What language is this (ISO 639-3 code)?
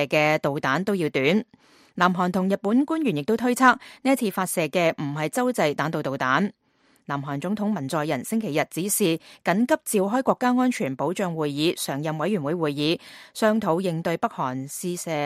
yue